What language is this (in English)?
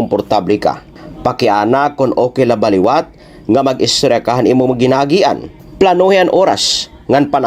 Waray